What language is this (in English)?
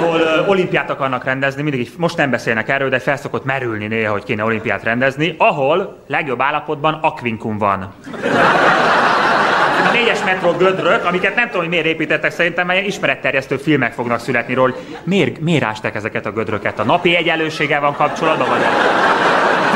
Hungarian